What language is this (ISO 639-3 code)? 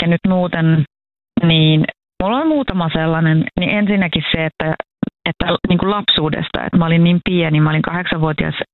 fin